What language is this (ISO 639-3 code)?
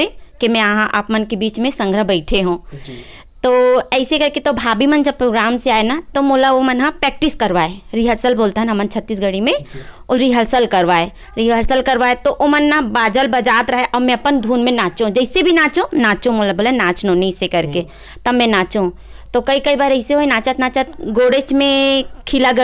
hne